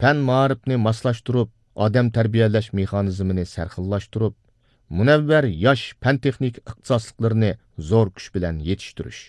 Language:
Uyghur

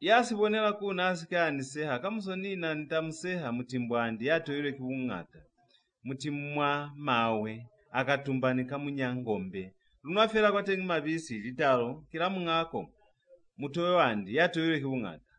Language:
Lozi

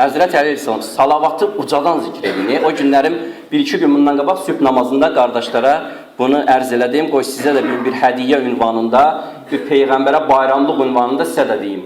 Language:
Azerbaijani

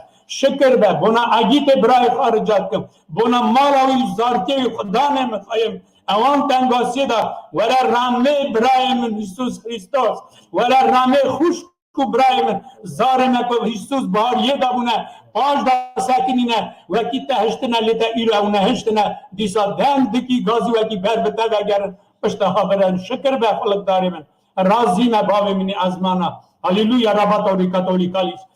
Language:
Kurdish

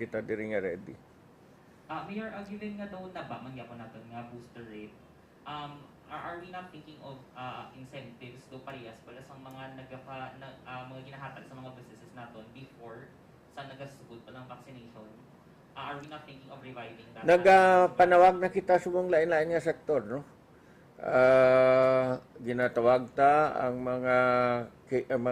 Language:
Hiligaynon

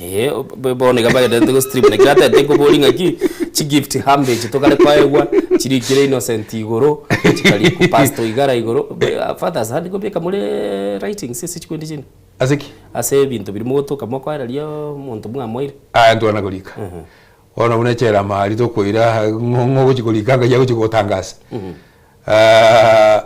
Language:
Gusii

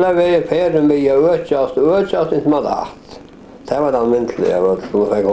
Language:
Faroese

